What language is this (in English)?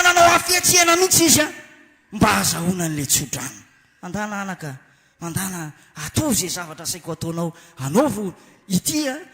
Malagasy